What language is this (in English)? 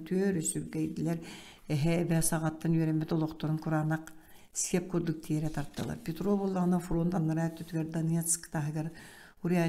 Yakut